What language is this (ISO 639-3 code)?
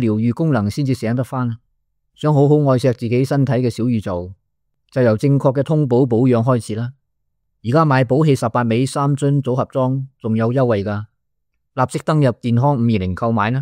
yue